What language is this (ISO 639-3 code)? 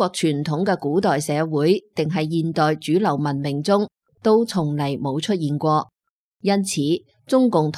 yue